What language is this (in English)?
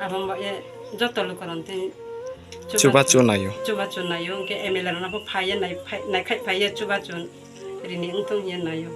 Kok Borok